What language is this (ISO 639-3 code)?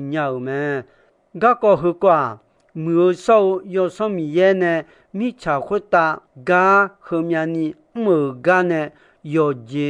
ahk